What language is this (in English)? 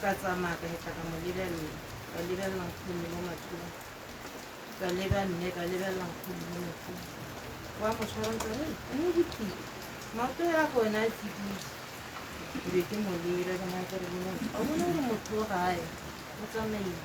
Tswana